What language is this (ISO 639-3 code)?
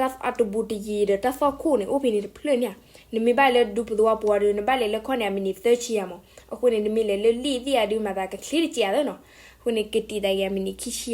ksw